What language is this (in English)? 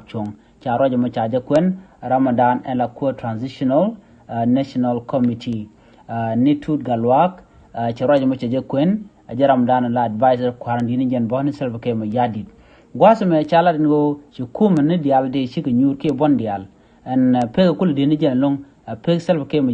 Nuer